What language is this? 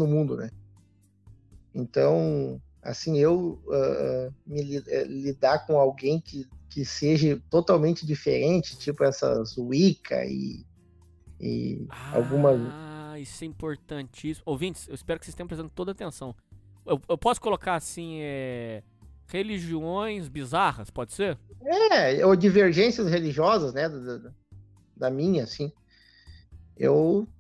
Portuguese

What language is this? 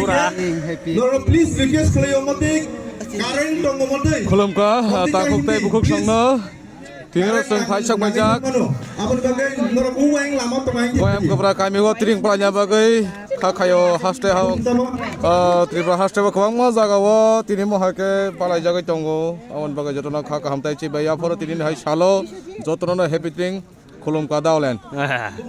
Kok Borok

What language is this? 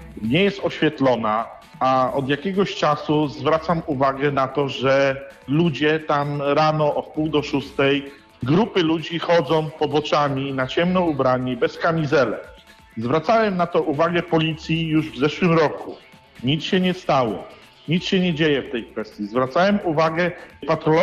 Polish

